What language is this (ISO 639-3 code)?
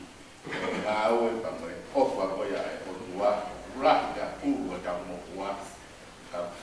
ton